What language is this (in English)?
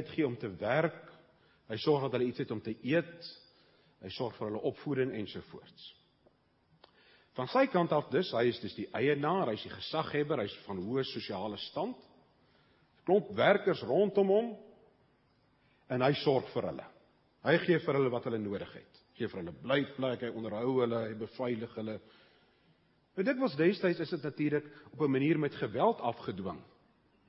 Afrikaans